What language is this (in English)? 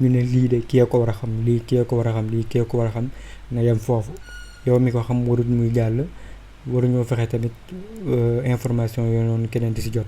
Wolof